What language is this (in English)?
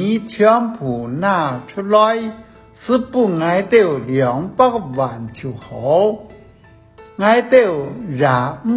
Hakka Chinese